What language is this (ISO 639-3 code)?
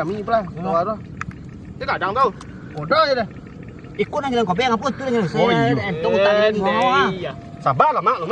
min